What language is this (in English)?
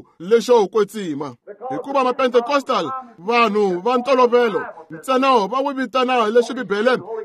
Tsonga